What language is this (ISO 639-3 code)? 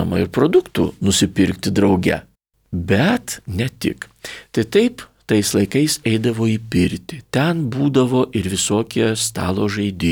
lit